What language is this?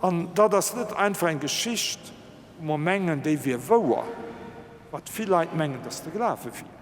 Luxembourgish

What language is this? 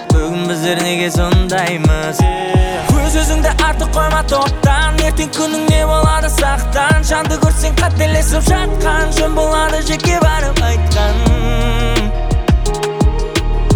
Kazakh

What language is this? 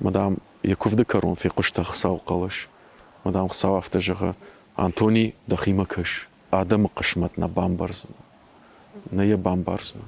Ossetic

